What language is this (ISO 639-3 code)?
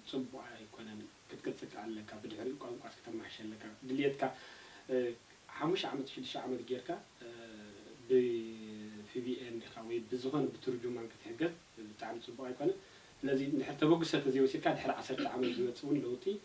tir